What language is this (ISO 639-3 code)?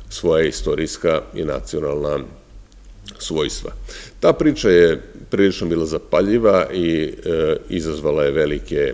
srp